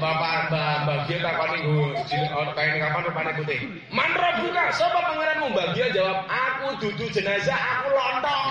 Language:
Javanese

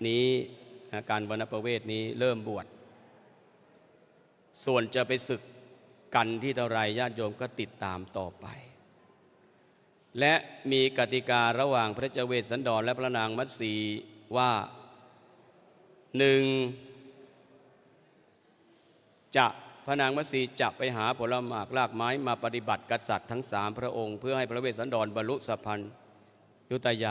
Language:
Thai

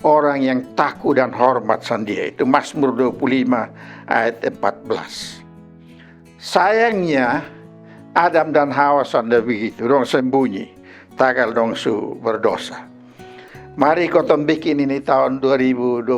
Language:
Kupang Malay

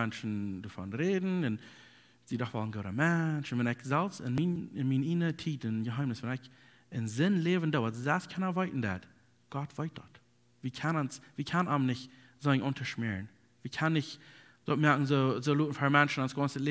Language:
Plautdietsch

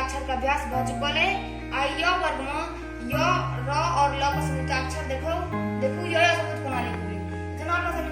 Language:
Maithili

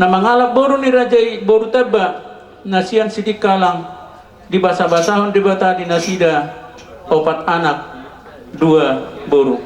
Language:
Batak Toba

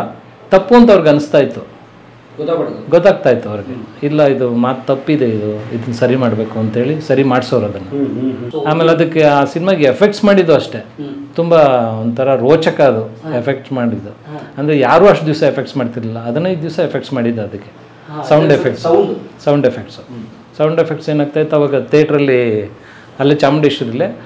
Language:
Kannada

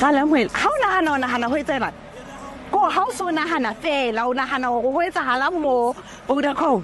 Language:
Southern Sotho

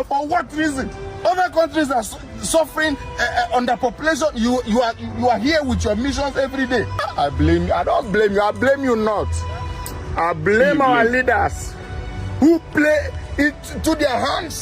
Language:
Nigerian Pidgin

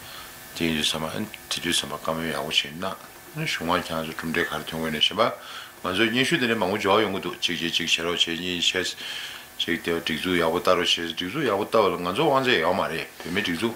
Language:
Tibetan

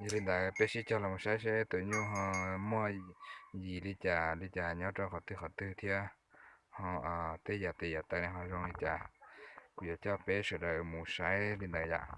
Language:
Hmong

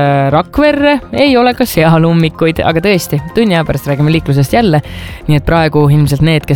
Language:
Estonian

